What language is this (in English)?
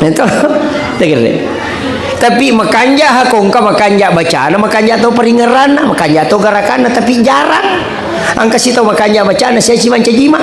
Buginese